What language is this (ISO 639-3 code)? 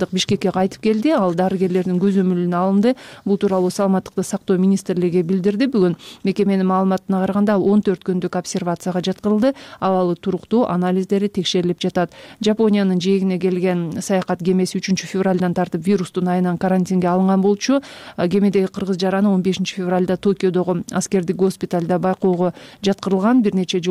kir